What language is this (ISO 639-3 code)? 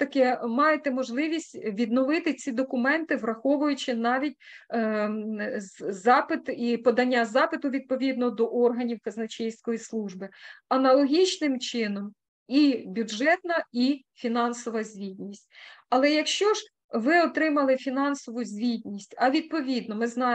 ukr